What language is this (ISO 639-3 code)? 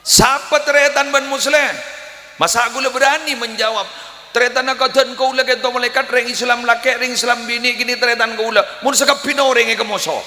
mad